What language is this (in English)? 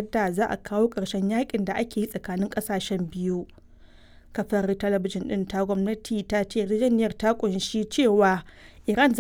Hausa